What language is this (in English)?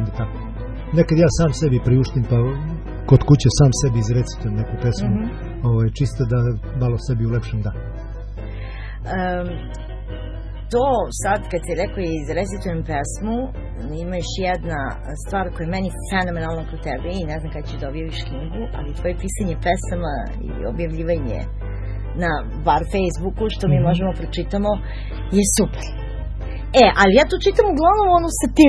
Serbian